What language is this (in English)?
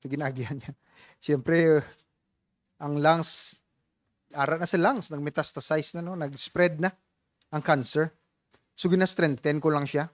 Hiligaynon